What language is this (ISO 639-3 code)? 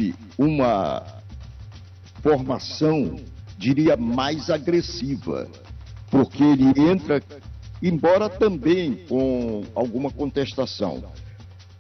por